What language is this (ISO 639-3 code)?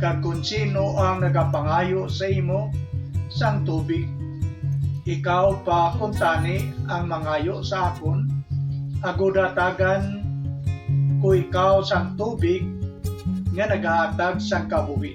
hil